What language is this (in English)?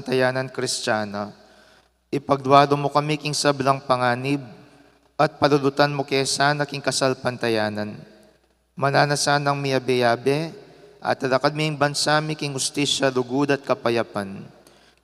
Pampanga